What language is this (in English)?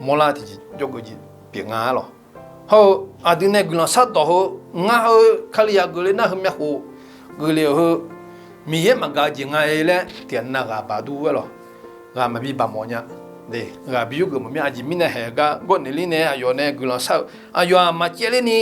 Akha